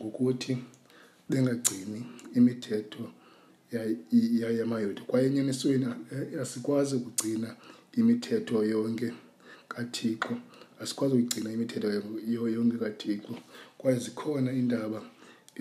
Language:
Xhosa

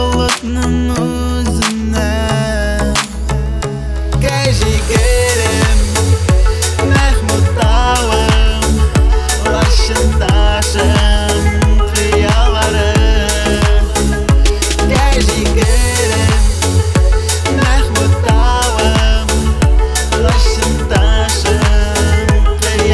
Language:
Kazakh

